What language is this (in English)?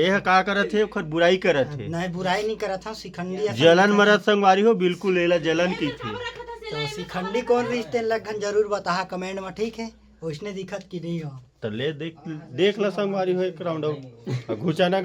Chhattisgarhi